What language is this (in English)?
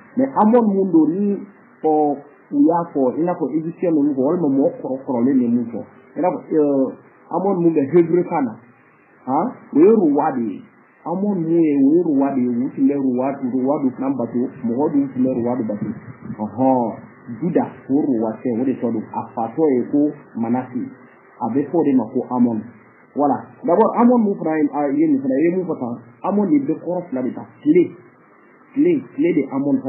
Bambara